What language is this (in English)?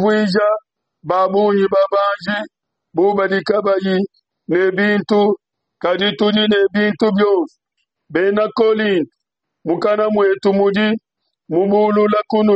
Luba-Lulua